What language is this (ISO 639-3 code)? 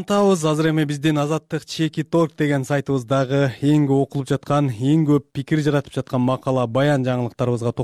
kir